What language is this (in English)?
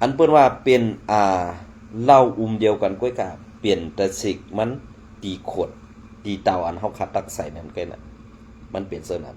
Shan